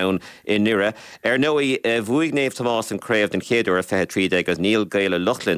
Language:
Irish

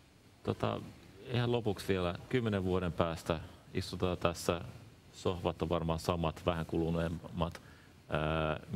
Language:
Finnish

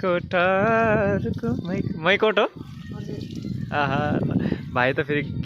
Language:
Nepali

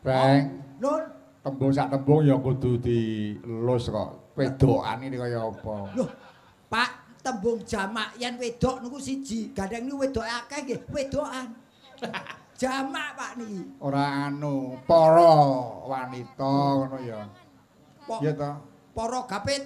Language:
Javanese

